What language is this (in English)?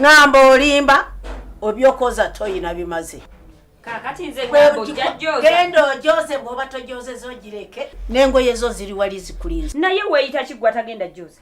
Ganda